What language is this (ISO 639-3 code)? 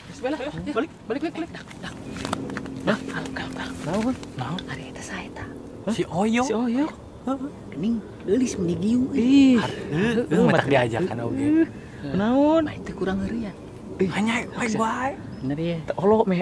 sun